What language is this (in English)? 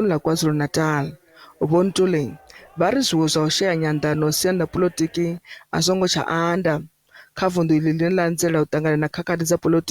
Venda